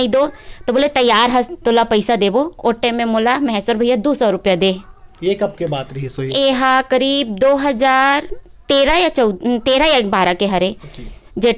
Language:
Chhattisgarhi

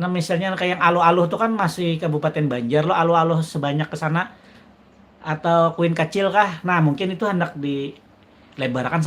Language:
Banjar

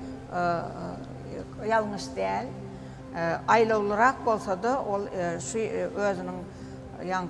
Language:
Turkmen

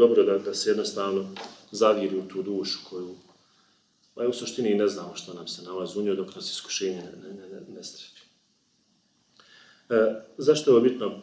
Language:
Bosnian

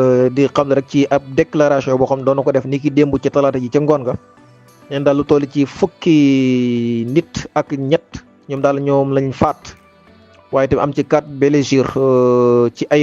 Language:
Wolof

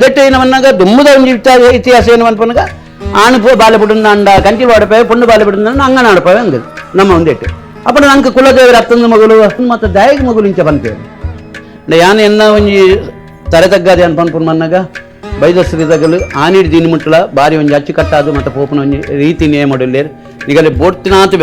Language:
Tulu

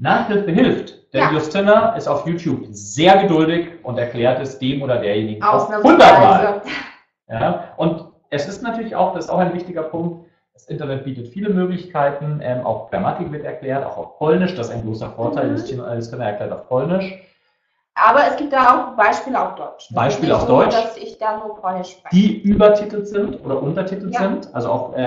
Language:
German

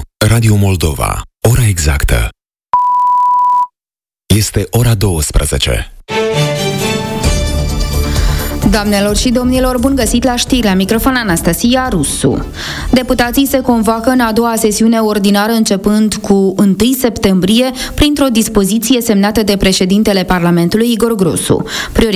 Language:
Romanian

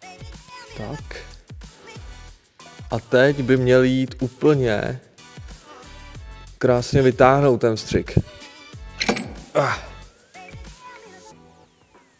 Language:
Czech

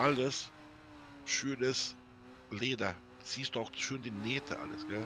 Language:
Bavarian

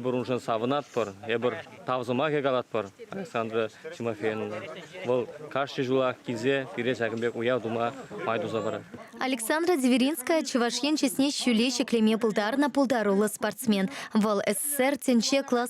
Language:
Chuvash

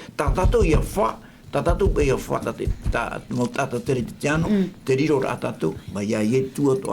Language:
Tahitian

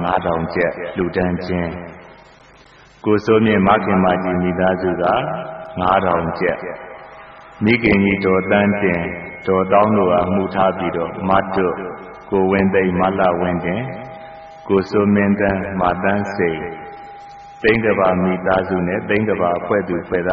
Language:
Burmese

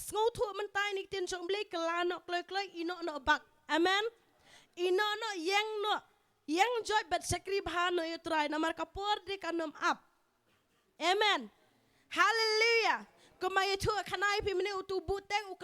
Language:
Khasi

